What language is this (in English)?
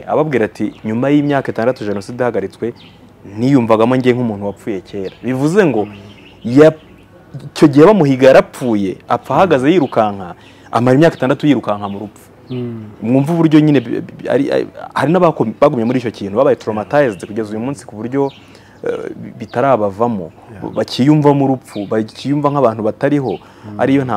Kinyarwanda